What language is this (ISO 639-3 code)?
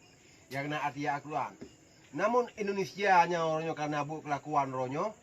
ace